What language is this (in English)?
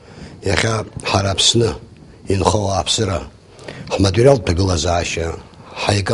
Abkhazian